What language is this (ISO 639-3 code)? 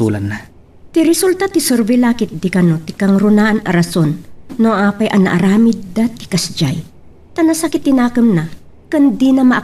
ilo